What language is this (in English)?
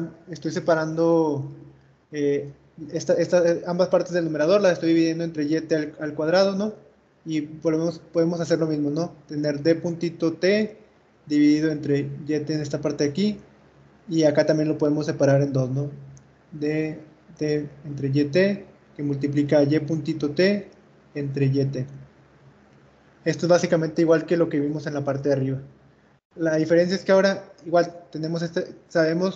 Spanish